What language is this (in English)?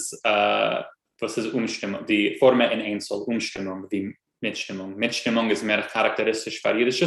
Yiddish